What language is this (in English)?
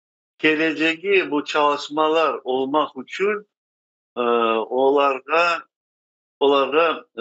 Crimean Tatar